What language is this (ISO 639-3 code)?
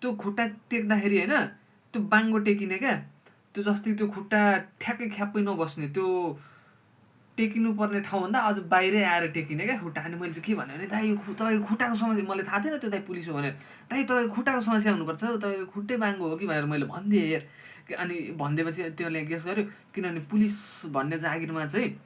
nep